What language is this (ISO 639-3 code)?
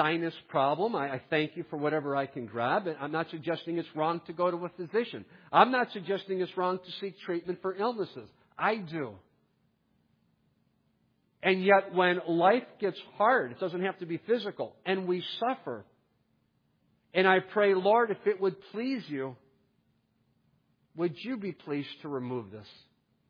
eng